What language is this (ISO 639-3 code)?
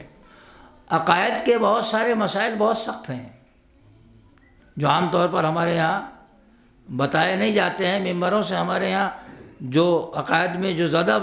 urd